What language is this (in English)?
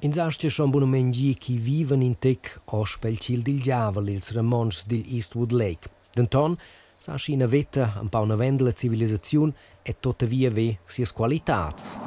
Romansh